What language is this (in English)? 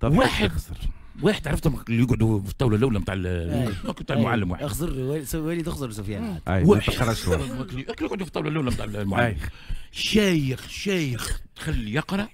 Tunisian Arabic